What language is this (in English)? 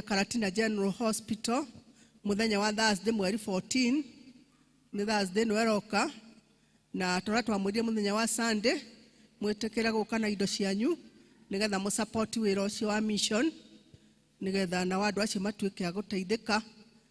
Kikuyu